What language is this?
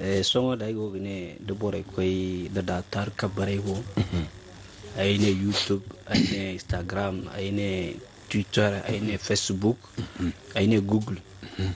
Zarma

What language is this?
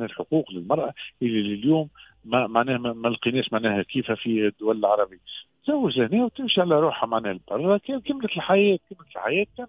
Tunisian Arabic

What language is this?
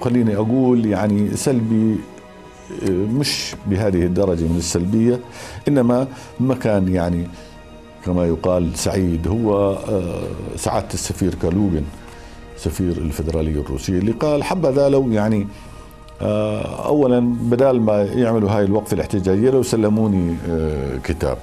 North Levantine Arabic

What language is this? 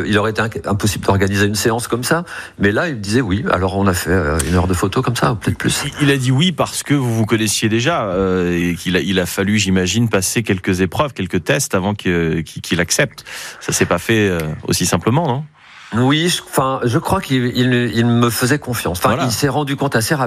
French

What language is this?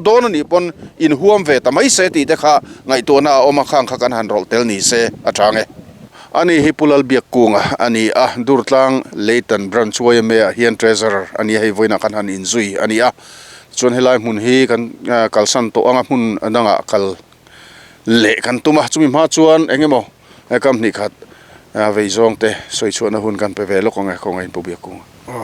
Mizo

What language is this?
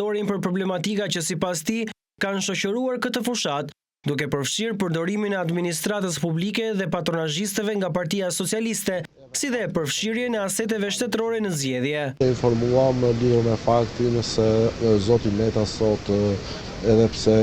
Albanian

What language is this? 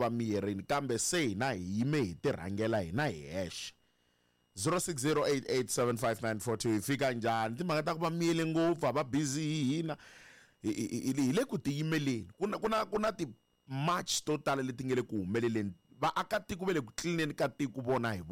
Tsonga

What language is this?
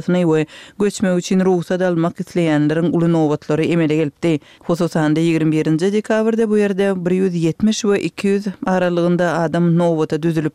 Turkmen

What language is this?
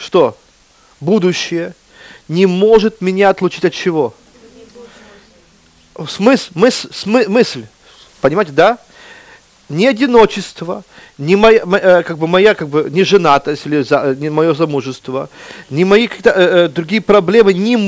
Russian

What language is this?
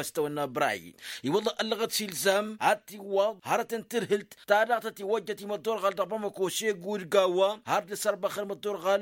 Tamasheq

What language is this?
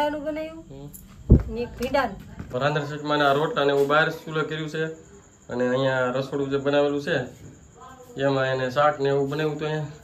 Gujarati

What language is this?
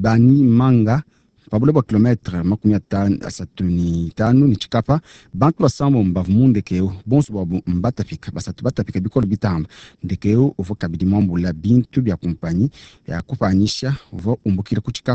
Luba-Lulua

